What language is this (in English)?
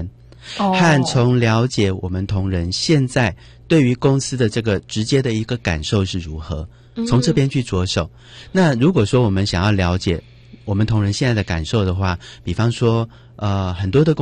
Chinese